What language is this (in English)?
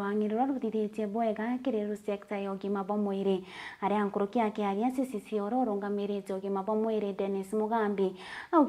Meru